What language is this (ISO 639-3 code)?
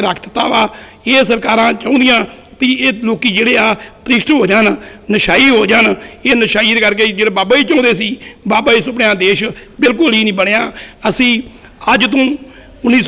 pan